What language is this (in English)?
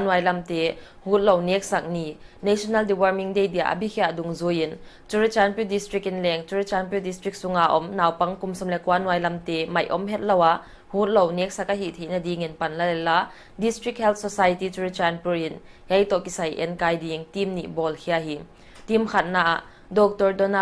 Paite Chin